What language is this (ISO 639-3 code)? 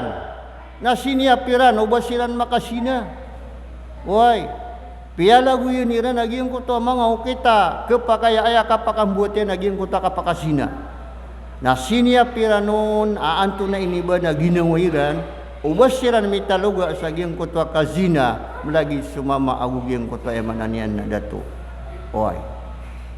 mrw